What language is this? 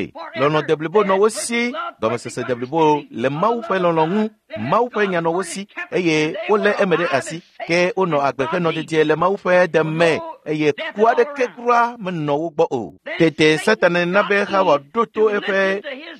Ewe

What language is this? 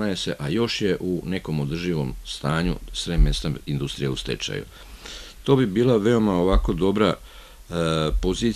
Serbian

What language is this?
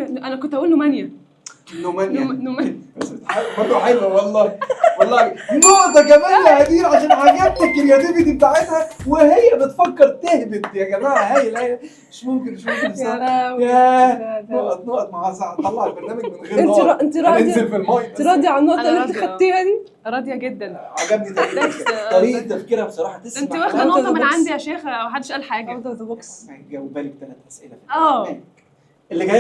Egyptian Arabic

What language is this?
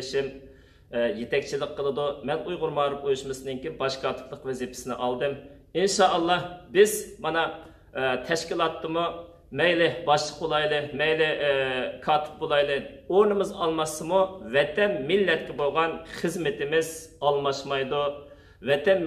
Uyghur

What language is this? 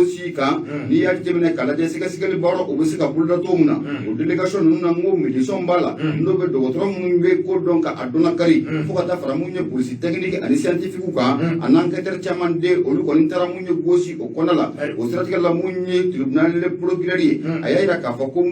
Bambara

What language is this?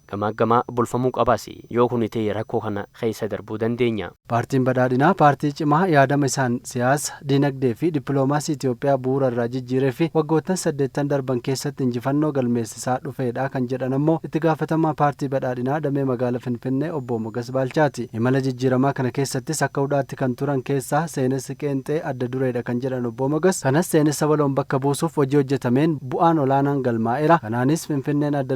Oromo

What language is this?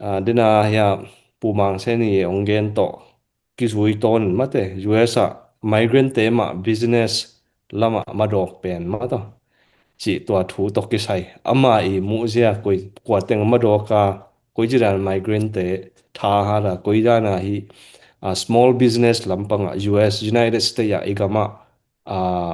Tedim Chin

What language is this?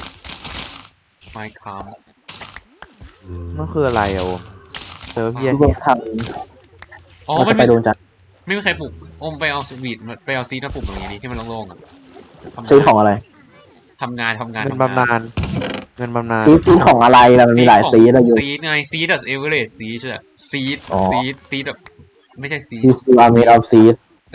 Thai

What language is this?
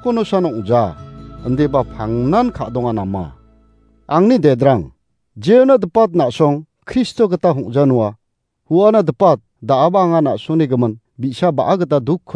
Garo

